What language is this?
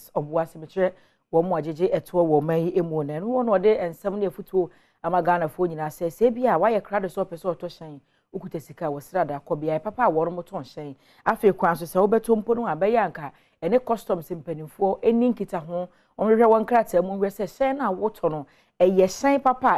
Akan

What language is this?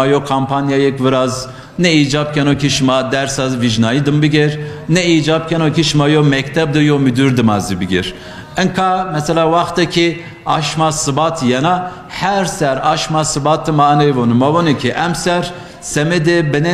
Zaza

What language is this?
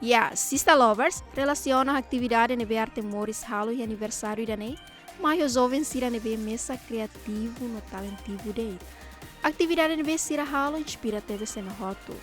Tetum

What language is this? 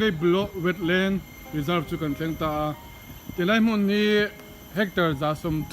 Mizo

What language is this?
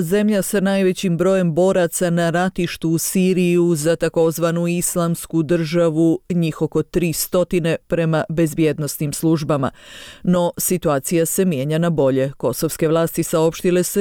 Bosnian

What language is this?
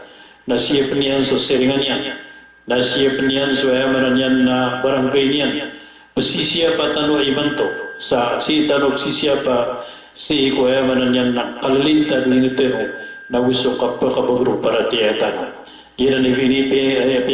Maranao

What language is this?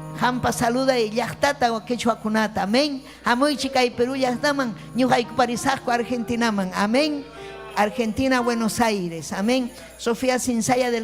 Ayacucho Quechua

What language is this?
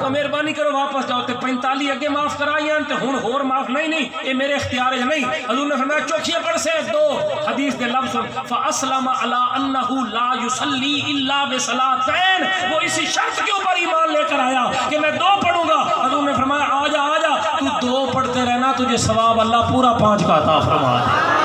Saraiki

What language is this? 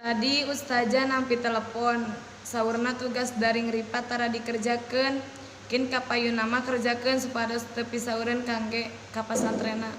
Sundanese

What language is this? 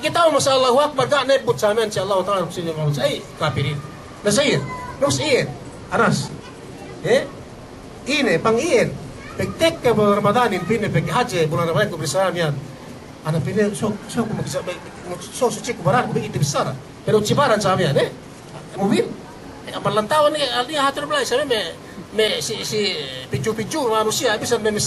Yakan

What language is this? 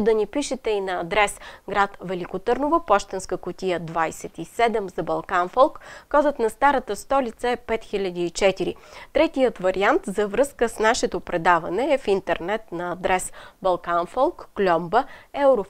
Bulgarian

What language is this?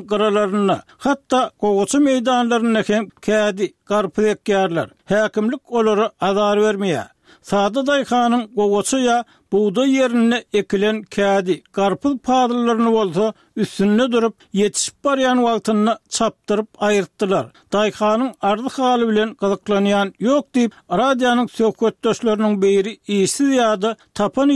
Turkmen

